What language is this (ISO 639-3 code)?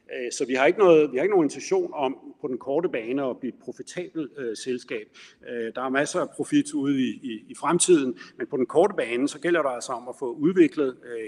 dan